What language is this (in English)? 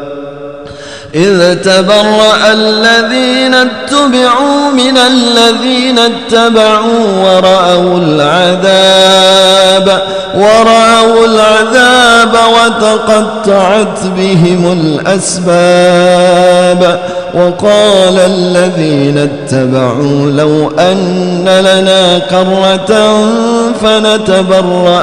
Arabic